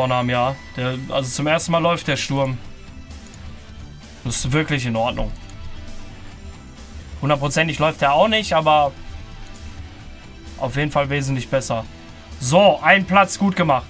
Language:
German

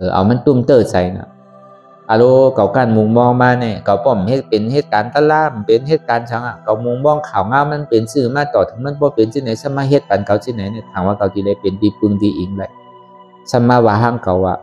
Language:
Shan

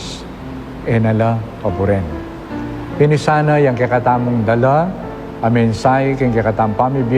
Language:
Pampanga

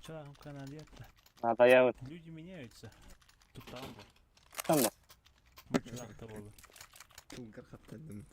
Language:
Yakut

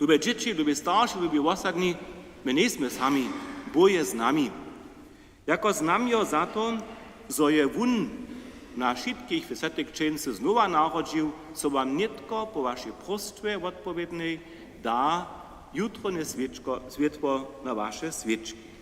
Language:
Upper Sorbian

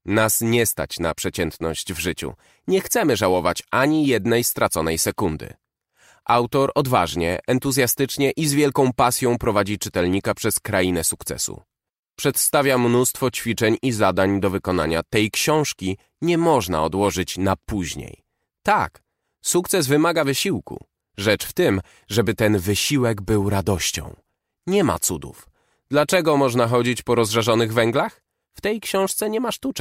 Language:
Polish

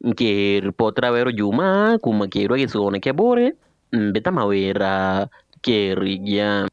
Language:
Meru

